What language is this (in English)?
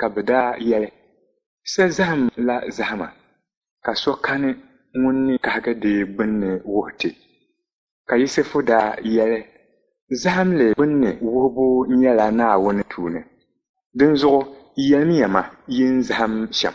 Dagbani